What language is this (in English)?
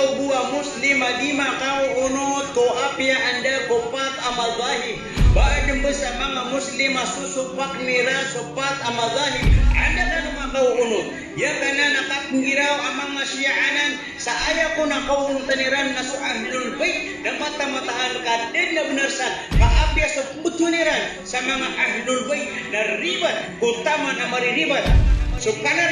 Maranao